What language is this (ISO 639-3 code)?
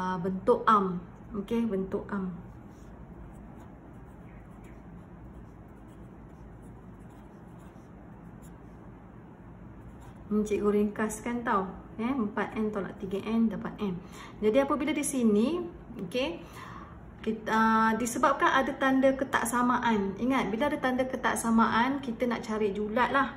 msa